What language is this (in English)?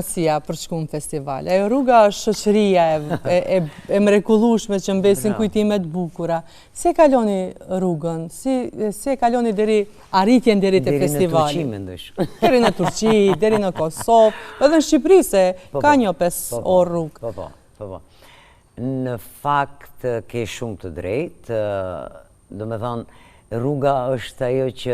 Albanian